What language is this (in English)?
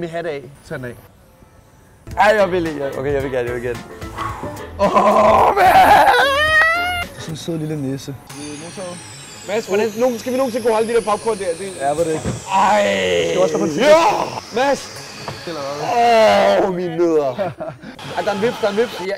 Danish